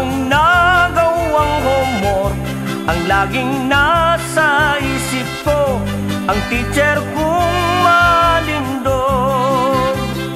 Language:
Filipino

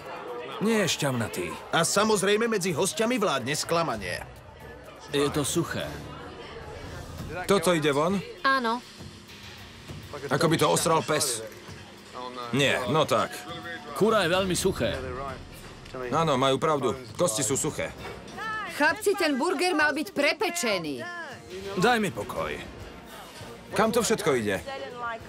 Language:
Slovak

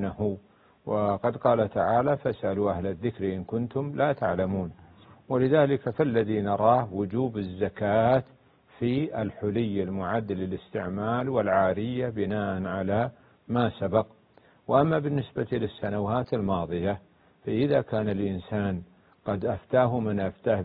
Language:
Arabic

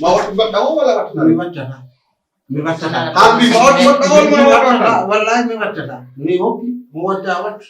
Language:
Fula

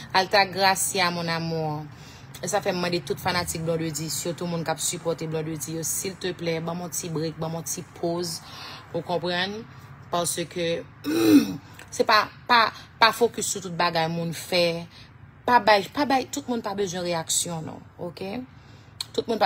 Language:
Haitian Creole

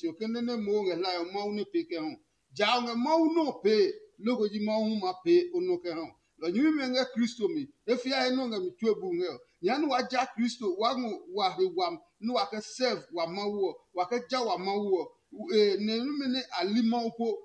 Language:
Adangme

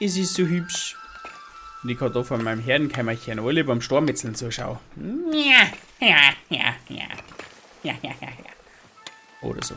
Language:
Bavarian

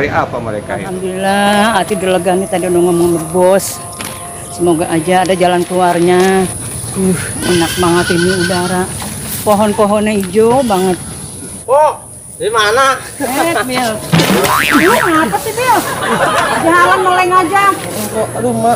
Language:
Betawi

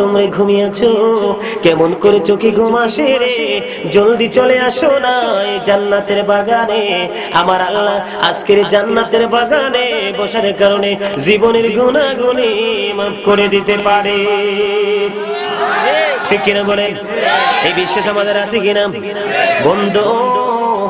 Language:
Bangla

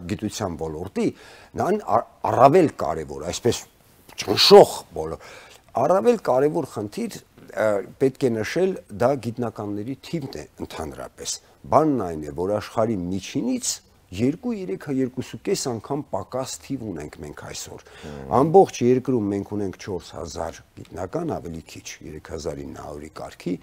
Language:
Armenian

